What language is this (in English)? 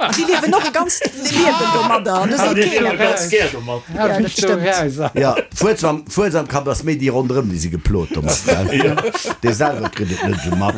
Luxembourgish